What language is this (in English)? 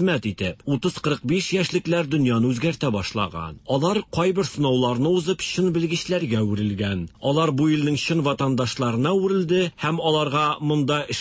Tatar